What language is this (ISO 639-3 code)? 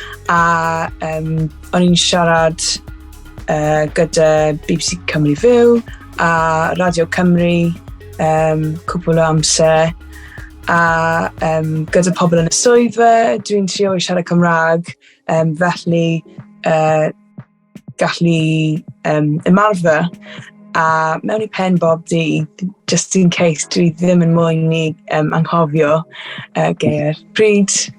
cym